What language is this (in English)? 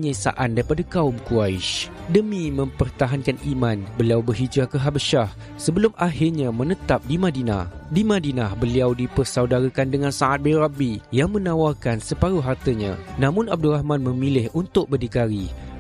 Malay